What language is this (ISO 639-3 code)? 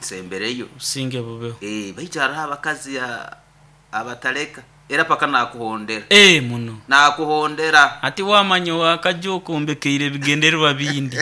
nyn